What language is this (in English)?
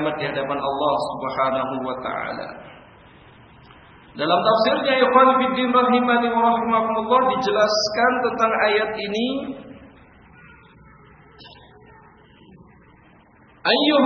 Indonesian